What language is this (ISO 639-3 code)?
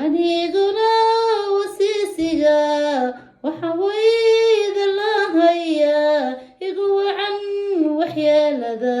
som